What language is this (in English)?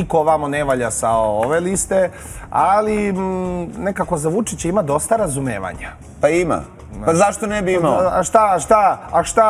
Serbian